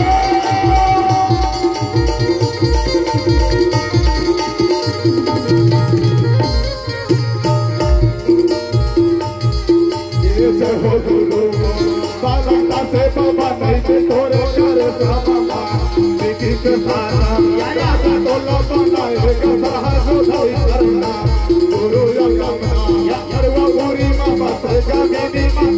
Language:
Bhojpuri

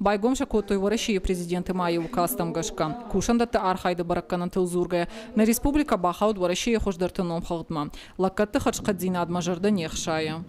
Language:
Ossetic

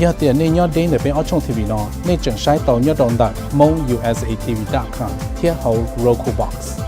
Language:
Hmong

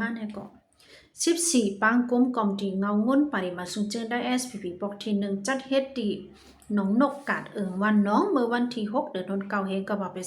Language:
Shan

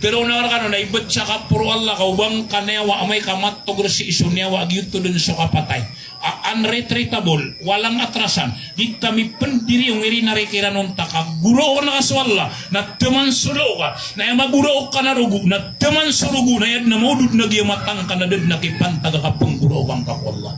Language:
Maranao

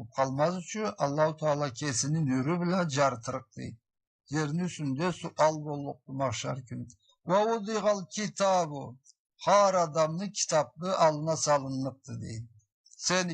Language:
Karachay-Balkar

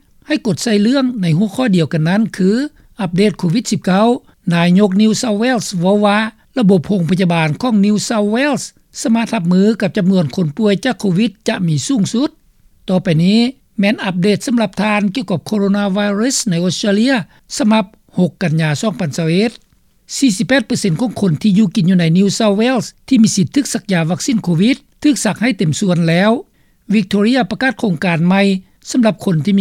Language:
Lao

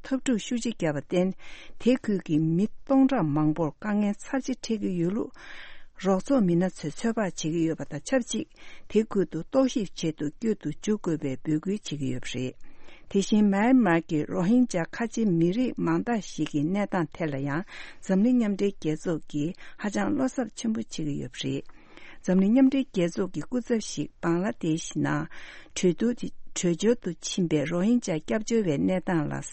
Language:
Tibetan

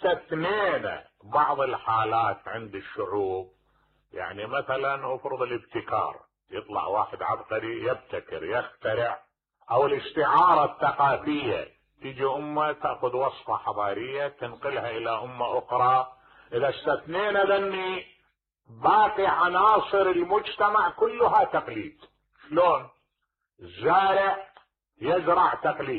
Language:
Mesopotamian Arabic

